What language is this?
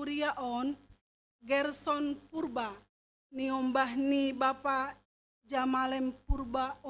Batak Simalungun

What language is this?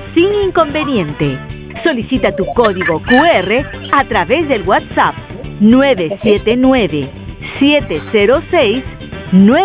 Spanish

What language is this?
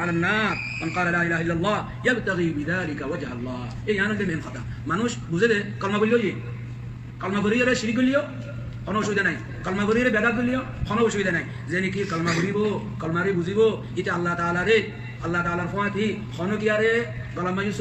Rohingya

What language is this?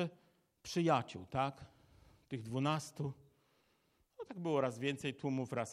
Polish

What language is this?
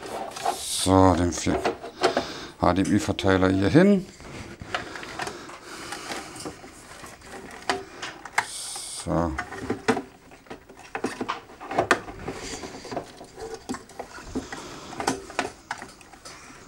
German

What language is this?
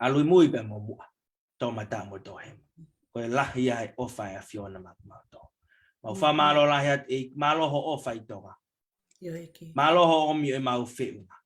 Tongan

